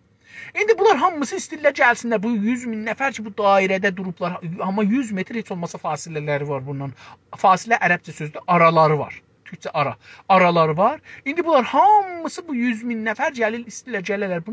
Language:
South Azerbaijani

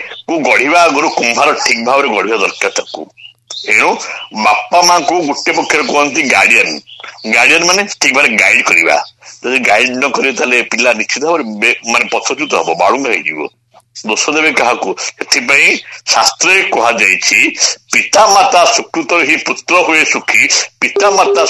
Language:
Odia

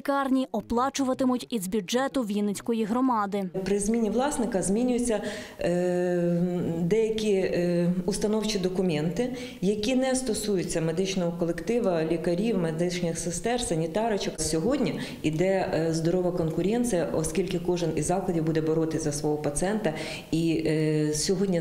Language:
Ukrainian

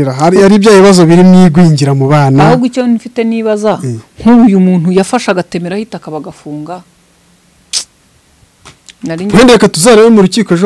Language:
Kinyarwanda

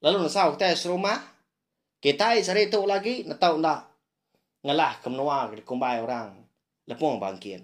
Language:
Iban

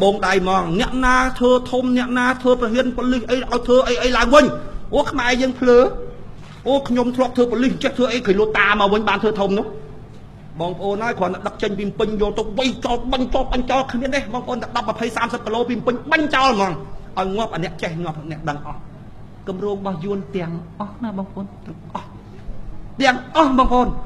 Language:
Khmer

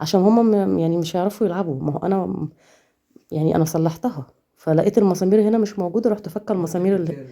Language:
Egyptian Arabic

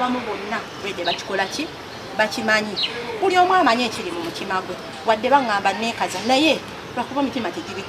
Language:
Ganda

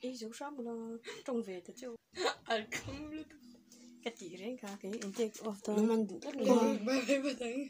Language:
Mizo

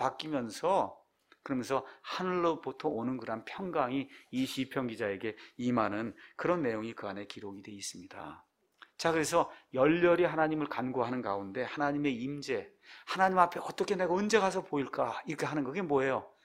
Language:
Korean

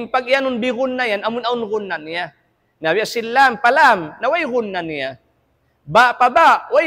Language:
Tausug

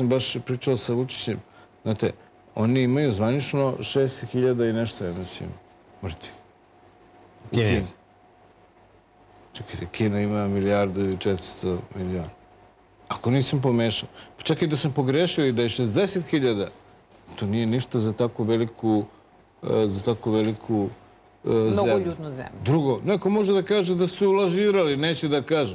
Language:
Serbian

